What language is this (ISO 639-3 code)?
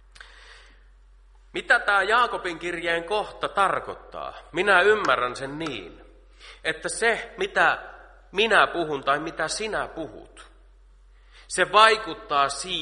fin